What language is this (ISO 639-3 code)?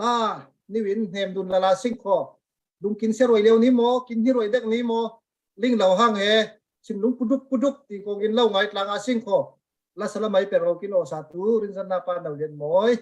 cfm